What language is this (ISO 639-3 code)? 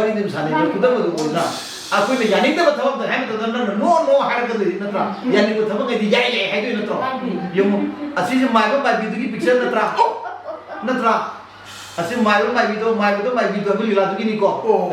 mni